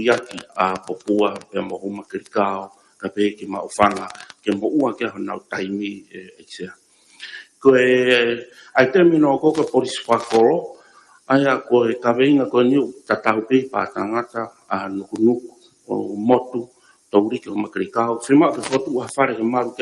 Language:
Tongan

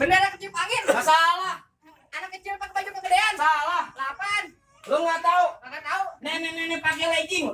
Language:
Betawi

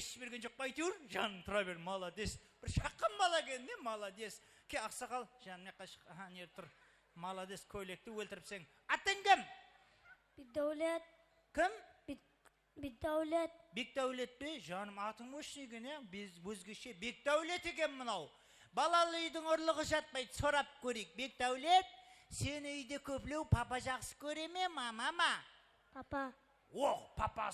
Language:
Kara-Kalpak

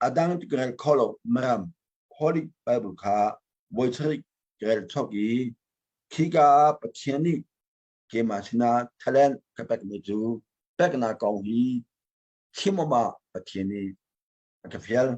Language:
Hakha Chin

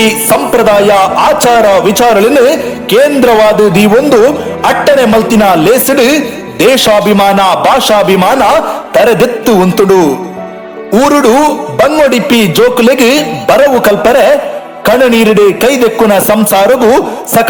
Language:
Tulu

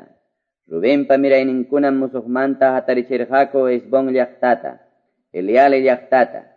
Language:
Quechua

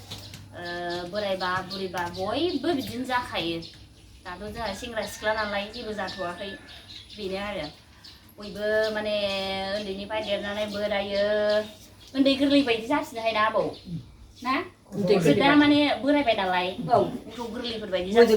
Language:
Bodo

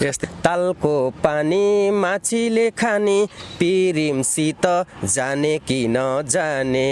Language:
Nepali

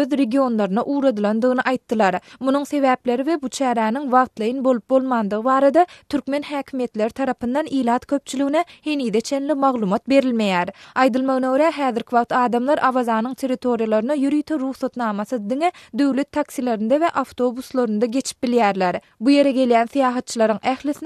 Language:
Turkmen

